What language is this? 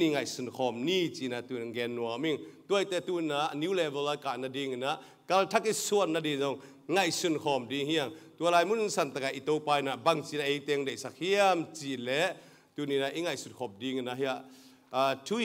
Tedim Chin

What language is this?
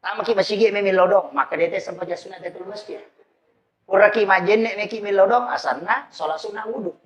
Buginese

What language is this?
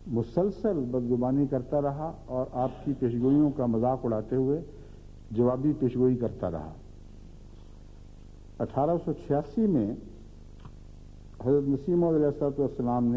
Urdu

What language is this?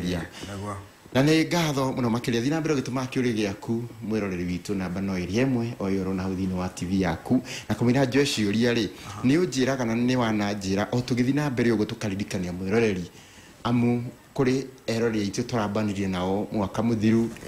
Kikuyu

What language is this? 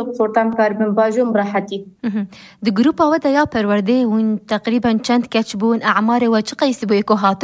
Kurdish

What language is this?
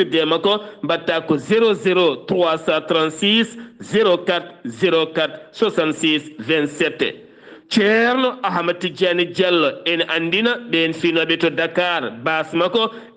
Fula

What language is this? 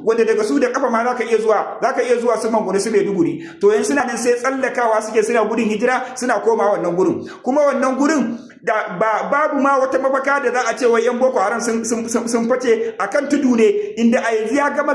Hausa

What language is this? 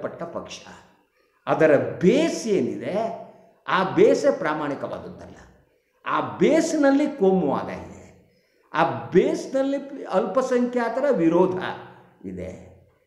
Kannada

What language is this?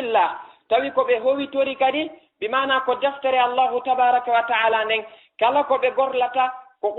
Fula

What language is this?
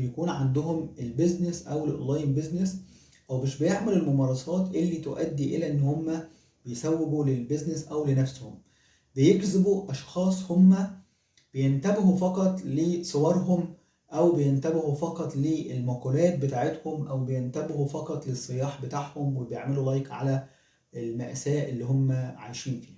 Egyptian Arabic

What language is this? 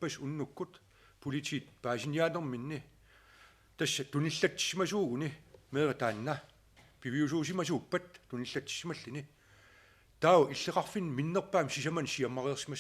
Kalaallisut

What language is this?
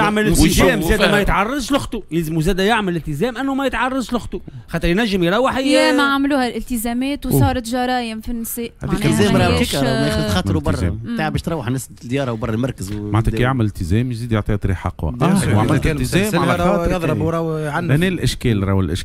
Tunisian Arabic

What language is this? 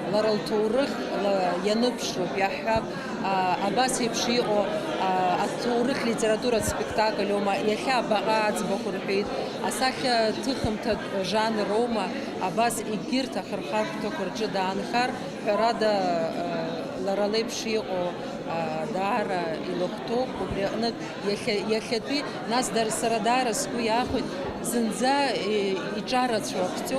Abkhazian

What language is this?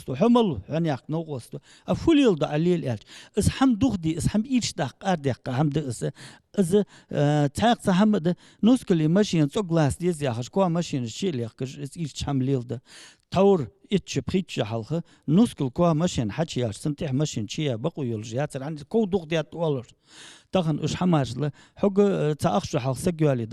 Ingush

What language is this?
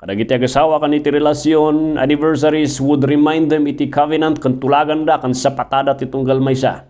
Iloko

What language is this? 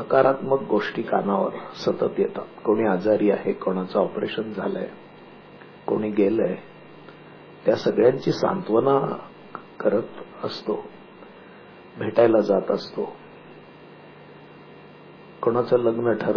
Marathi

